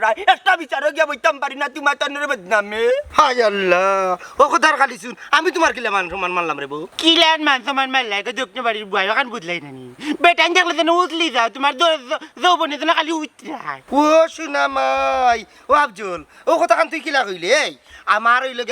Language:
Sylheti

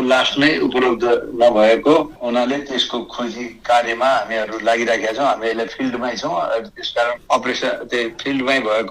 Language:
Nepali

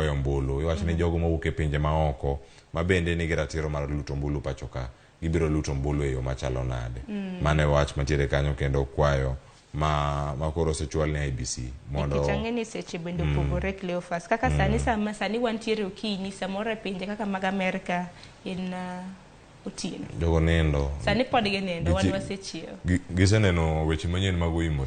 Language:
Luo (Kenya and Tanzania)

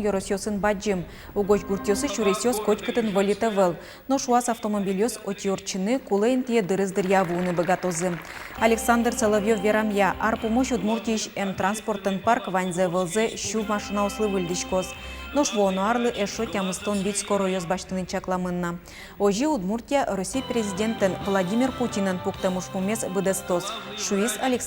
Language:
Udmurt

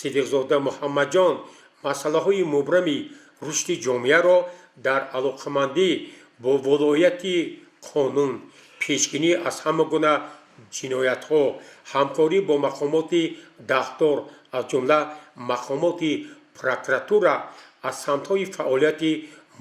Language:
Tajik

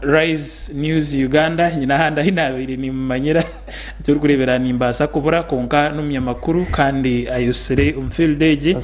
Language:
Nyankole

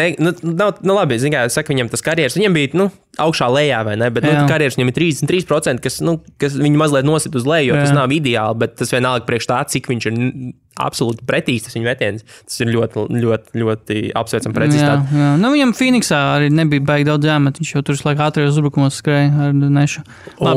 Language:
Latvian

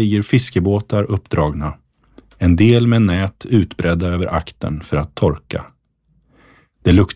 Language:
Swedish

